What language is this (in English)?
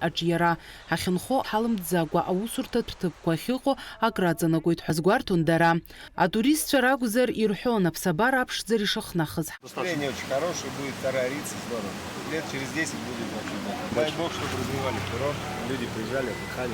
Abkhazian